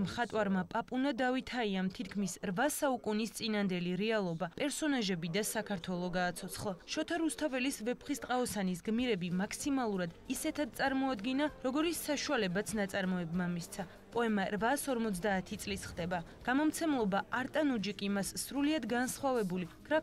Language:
Georgian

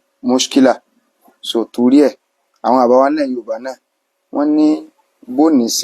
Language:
Yoruba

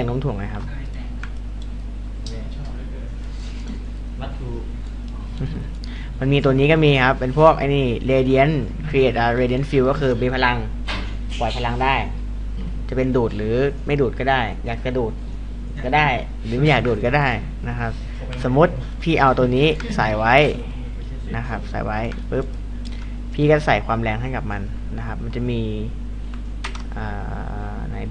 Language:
Thai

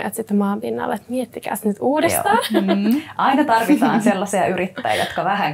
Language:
Finnish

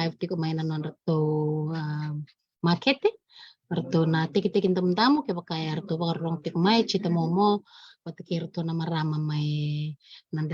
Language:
Fijian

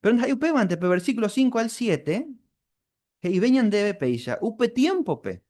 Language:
Guarani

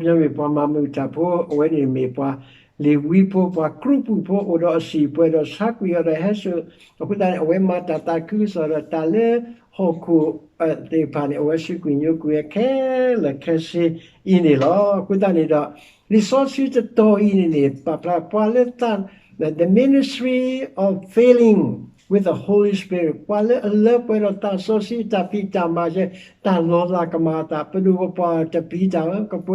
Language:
S'gaw Karen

